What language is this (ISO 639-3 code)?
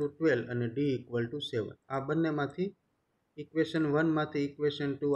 guj